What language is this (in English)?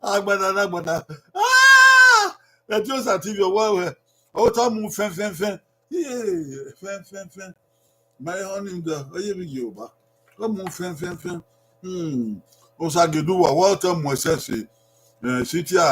Bini